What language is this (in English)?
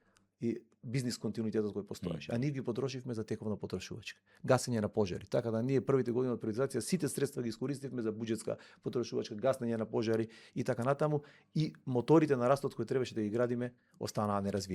Macedonian